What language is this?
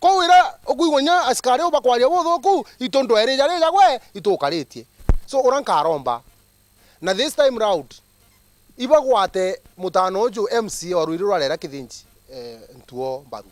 Meru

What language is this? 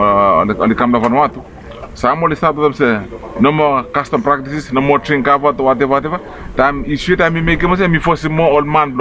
Bislama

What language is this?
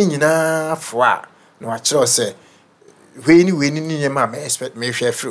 Akan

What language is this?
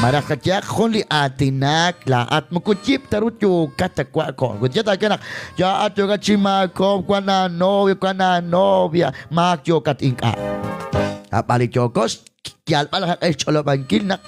Kekchí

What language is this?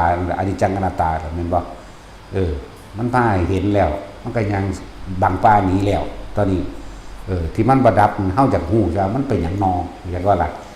Northeastern Thai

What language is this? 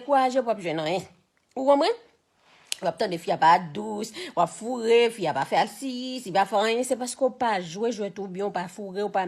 Haitian Creole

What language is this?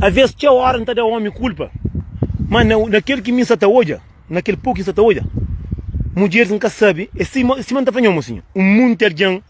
Kabuverdianu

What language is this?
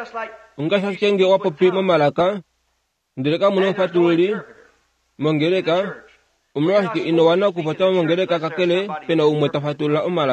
Kuanyama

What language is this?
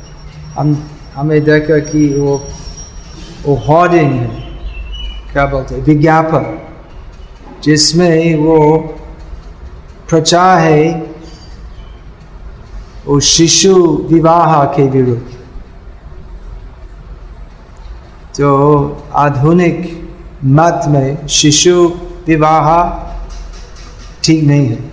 Hindi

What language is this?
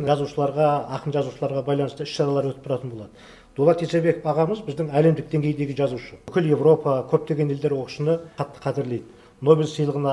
Kazakh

